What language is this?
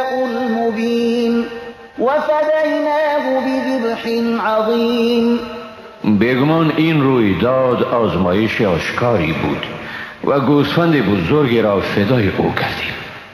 Persian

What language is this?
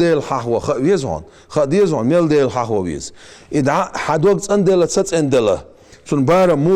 Chechen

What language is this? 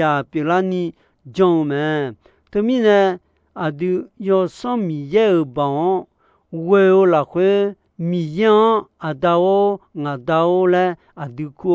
Akha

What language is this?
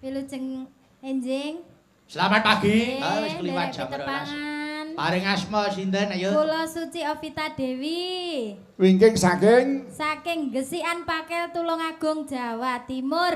Javanese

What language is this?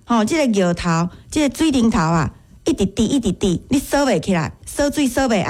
Min Nan Chinese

